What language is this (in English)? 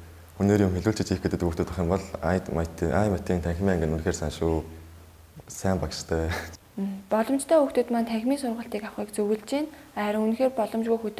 Mongolian